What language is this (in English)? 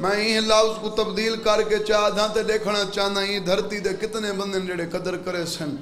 Saraiki